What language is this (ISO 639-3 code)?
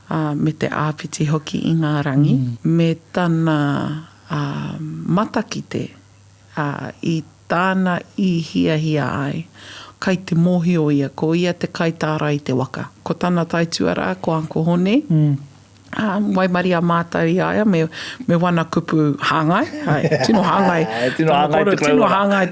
mri